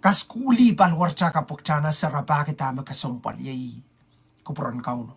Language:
Pohnpeian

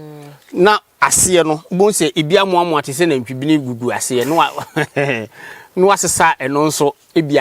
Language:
Akan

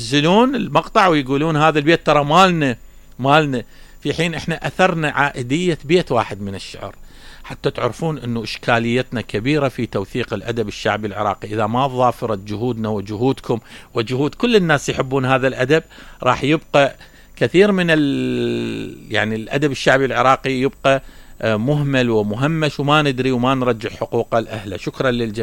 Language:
Mesopotamian Arabic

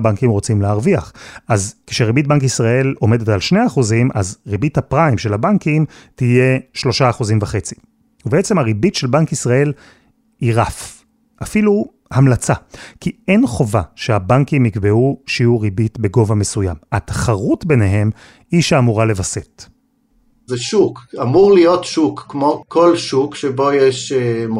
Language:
Hebrew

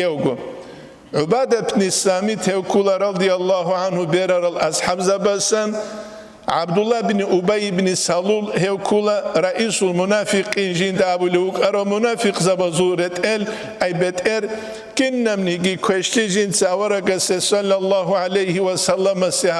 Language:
Avaric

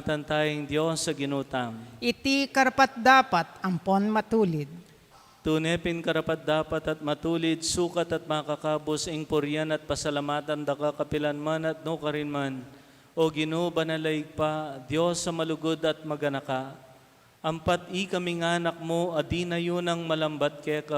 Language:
Pampanga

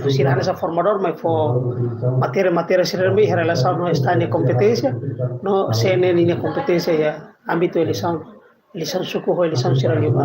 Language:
Tetum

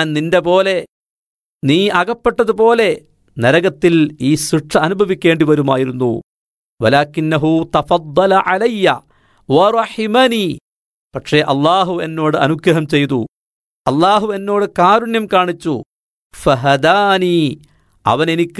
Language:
Malayalam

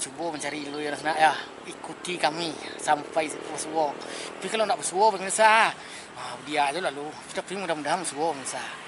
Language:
Minangkabau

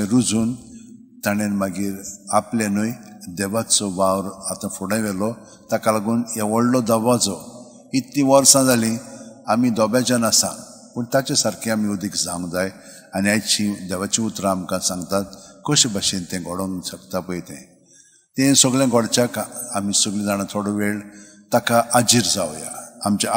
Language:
Konkani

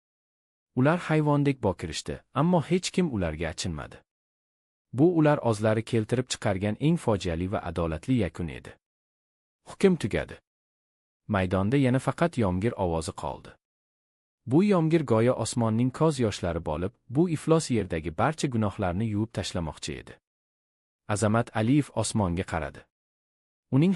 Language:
Uzbek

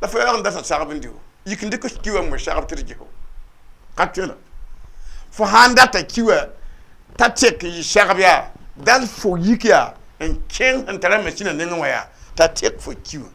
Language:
Mossi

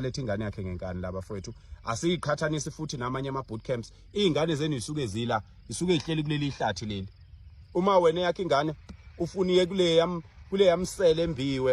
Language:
Zulu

